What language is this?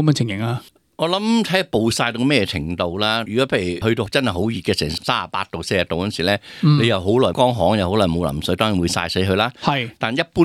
Cantonese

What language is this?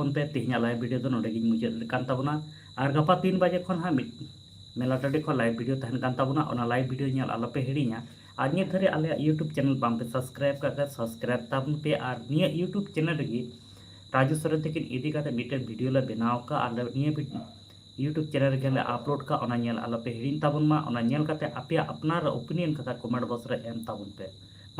Santali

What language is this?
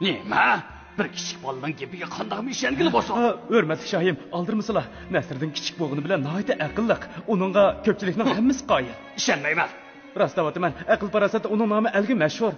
Uyghur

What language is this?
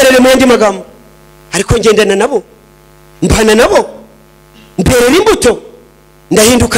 Kinyarwanda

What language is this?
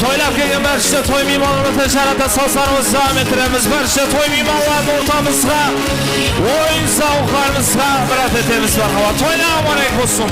Kara-Kalpak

